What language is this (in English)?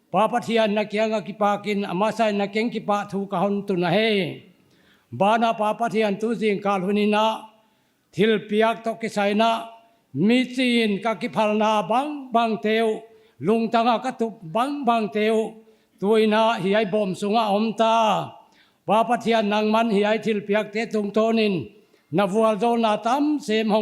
Paite Chin